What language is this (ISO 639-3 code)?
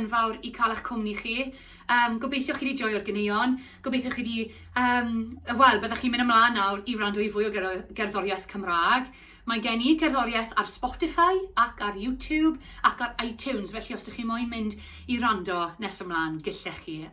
cym